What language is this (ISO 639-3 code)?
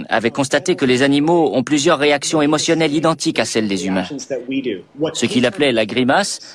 fra